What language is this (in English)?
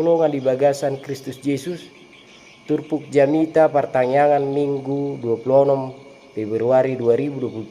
Batak Toba